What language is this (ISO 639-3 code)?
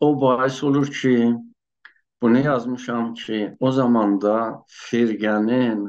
azb